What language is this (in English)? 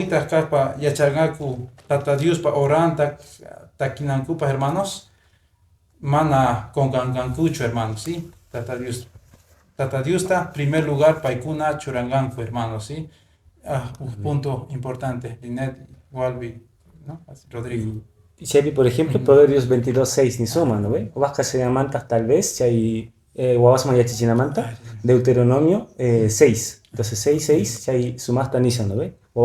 Quechua